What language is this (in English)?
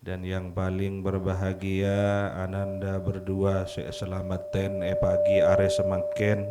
Madurese